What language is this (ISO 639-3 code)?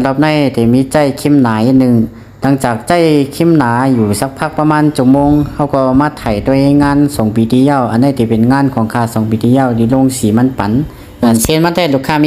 shn